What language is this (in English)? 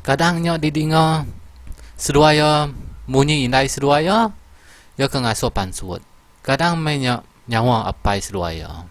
Iban